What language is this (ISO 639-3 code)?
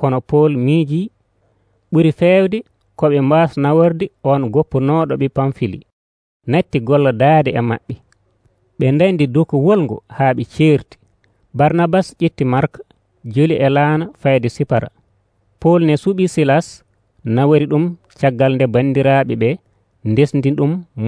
fuv